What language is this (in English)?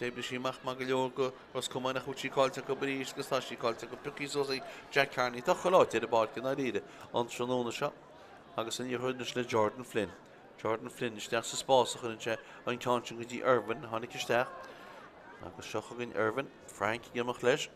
Irish